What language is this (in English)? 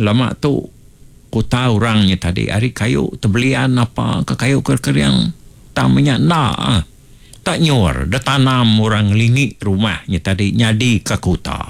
Iban